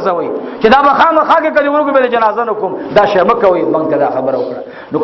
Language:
Pashto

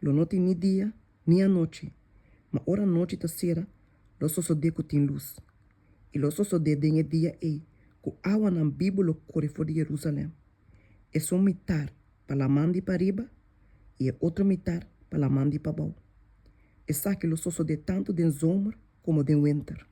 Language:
Papiamento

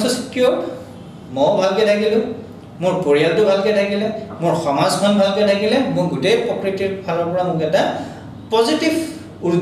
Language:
Assamese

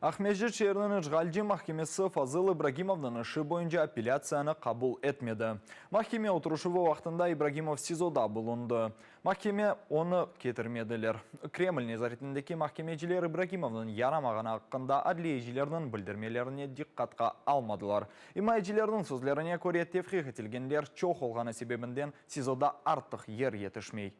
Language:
Crimean Tatar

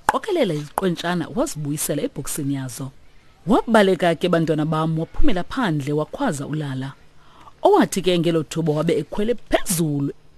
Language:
Xhosa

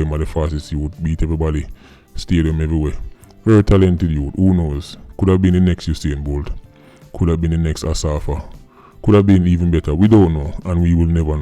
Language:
Jamaican Creole English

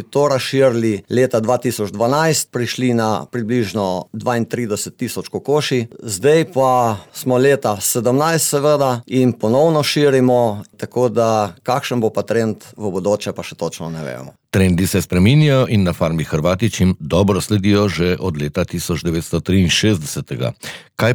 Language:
Slovenian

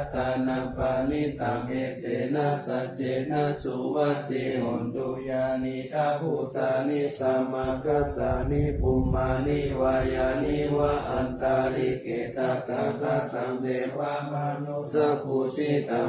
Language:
Pali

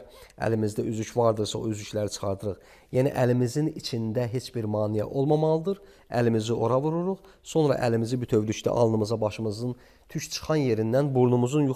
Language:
Azerbaijani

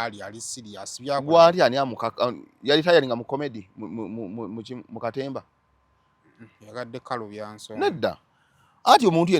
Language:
Ganda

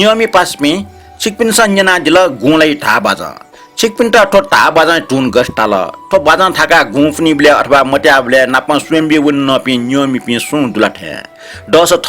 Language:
Newari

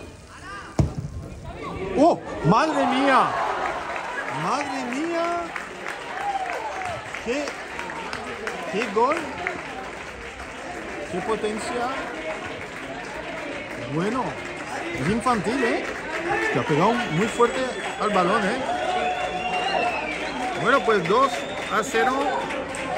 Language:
Spanish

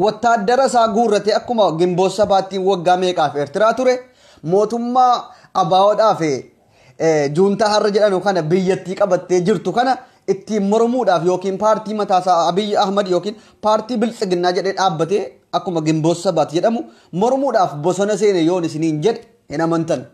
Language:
Oromo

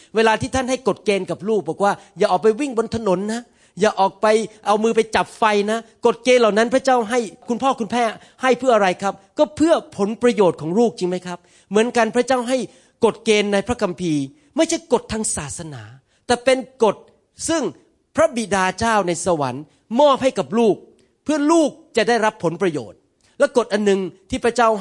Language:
Thai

